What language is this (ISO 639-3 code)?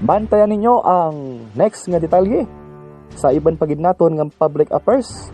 hil